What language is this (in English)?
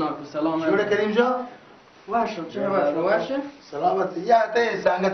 Baluchi